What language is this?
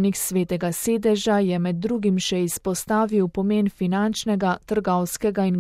Slovenian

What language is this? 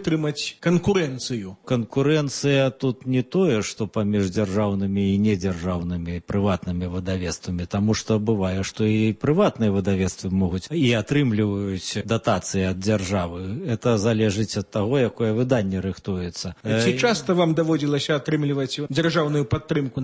Belarusian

